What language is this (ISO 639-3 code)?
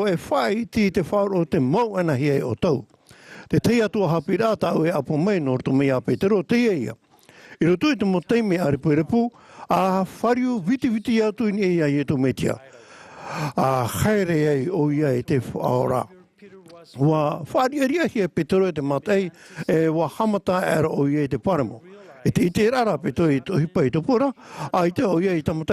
tah